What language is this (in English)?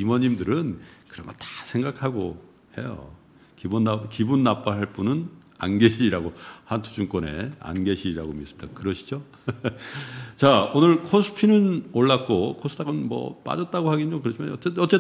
Korean